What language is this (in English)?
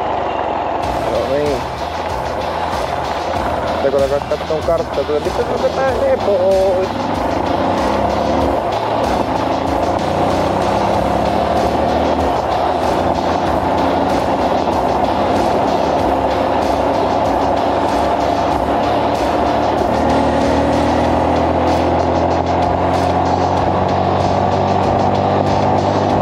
Finnish